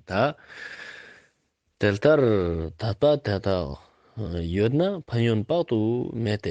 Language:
Ladakhi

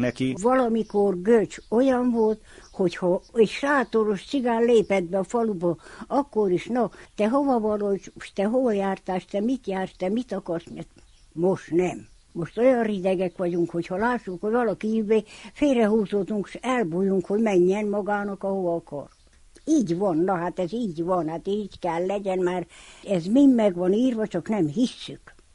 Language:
Hungarian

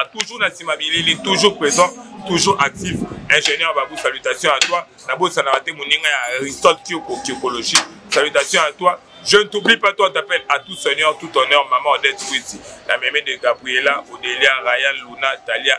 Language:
Lingala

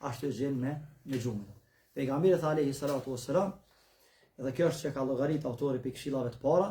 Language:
Albanian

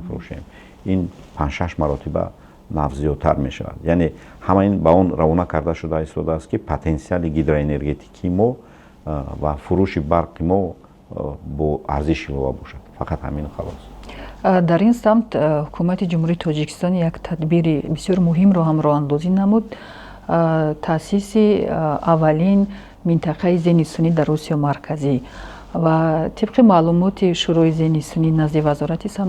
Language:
Tajik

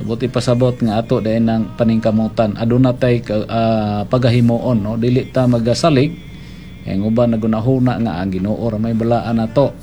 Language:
Cebuano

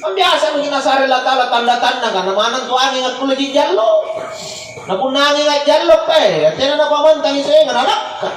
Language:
Makasar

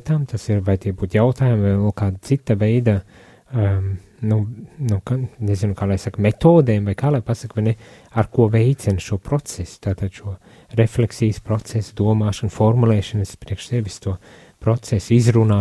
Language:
Latvian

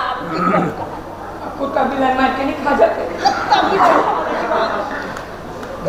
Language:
Maithili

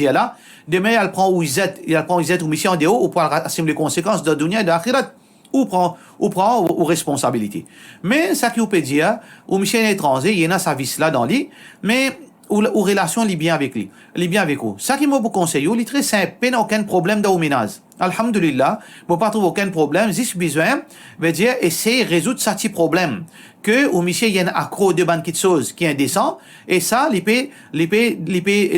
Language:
Morisyen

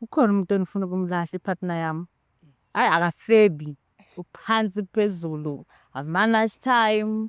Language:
Zulu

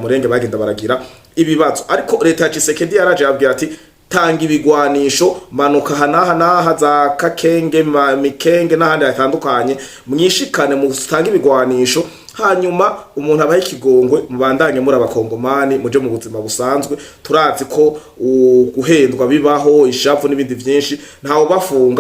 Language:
Rundi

